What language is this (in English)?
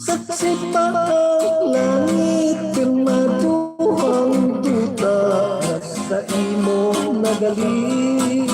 Hiligaynon